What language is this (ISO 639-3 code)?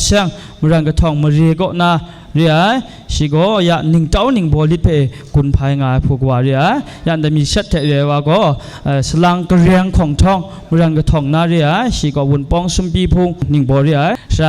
kac